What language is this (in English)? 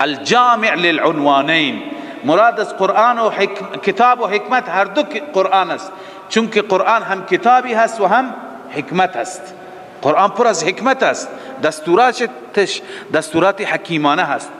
Persian